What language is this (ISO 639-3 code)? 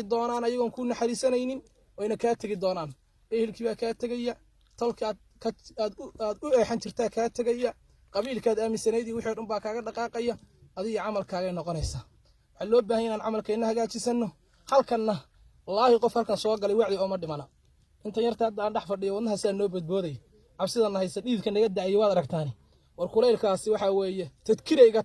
som